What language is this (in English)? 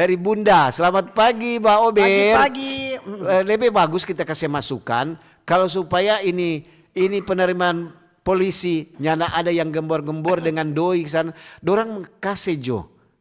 Manado Malay